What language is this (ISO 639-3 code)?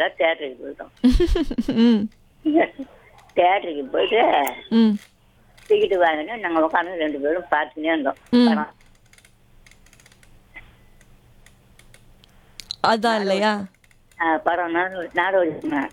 tam